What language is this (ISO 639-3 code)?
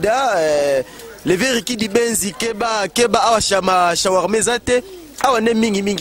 lin